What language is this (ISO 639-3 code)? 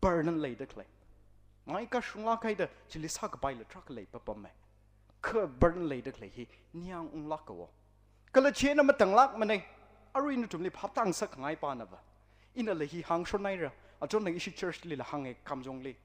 nmf